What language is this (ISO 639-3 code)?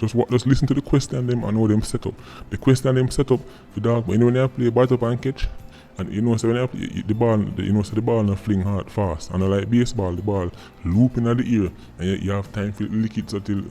jam